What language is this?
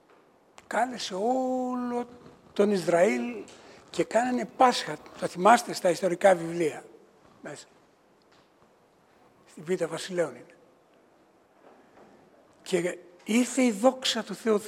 Greek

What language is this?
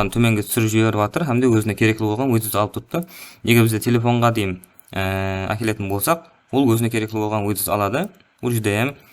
Kara-Kalpak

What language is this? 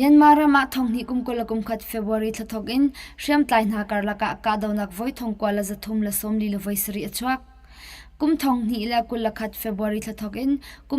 Hakha Chin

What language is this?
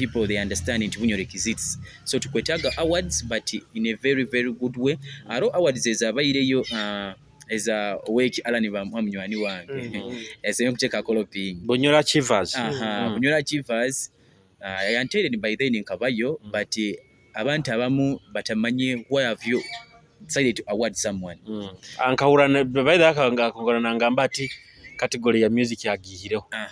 Nyoro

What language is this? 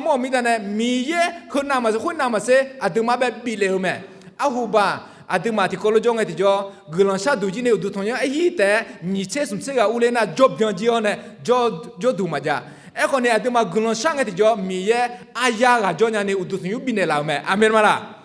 Akha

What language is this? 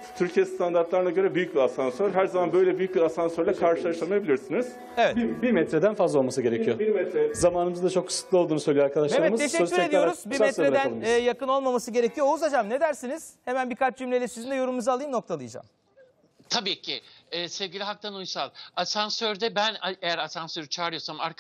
Turkish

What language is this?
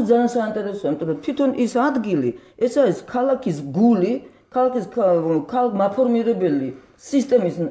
Georgian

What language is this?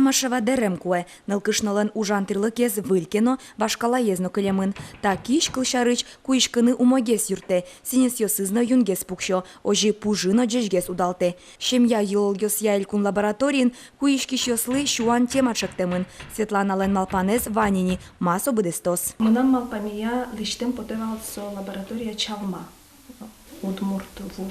Udmurt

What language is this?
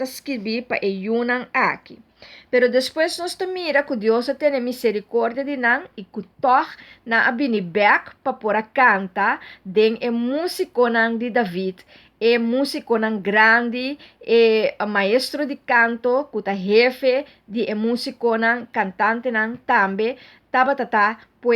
Papiamento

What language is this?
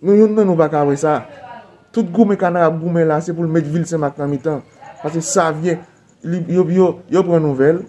Haitian Creole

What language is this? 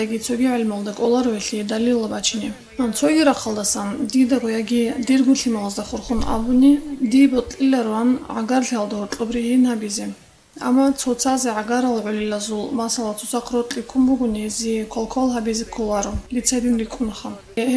Avaric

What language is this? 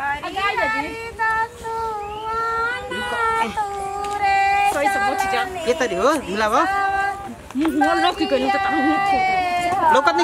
Bhojpuri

